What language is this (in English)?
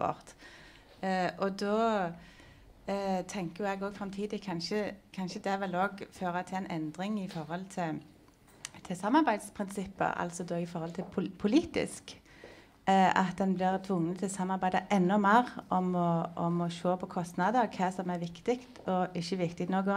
Norwegian